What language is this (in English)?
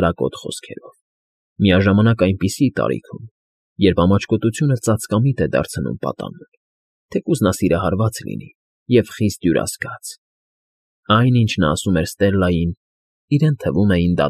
Armenian